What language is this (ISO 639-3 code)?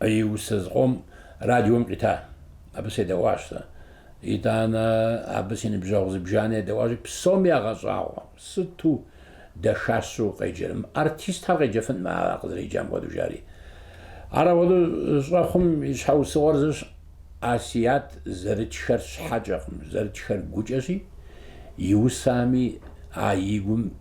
kbd